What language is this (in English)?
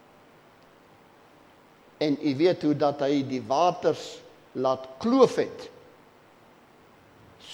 Afrikaans